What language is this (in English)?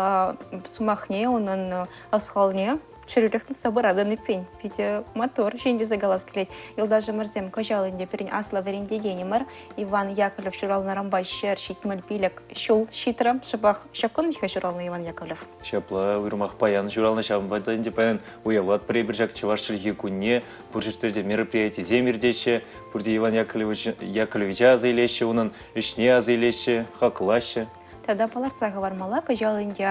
Chuvash